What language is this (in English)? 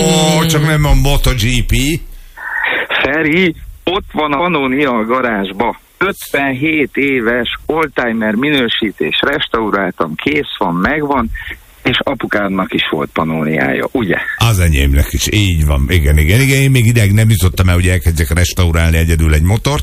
Hungarian